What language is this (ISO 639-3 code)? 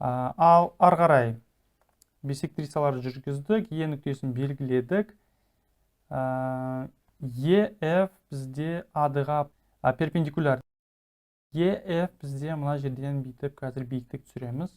kaz